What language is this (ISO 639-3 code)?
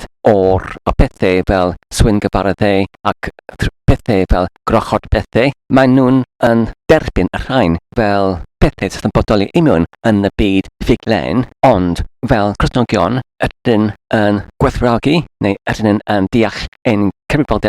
cym